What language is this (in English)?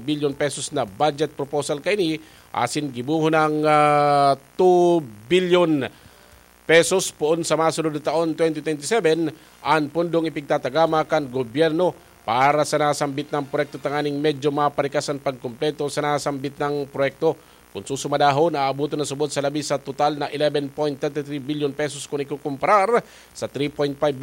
Bikol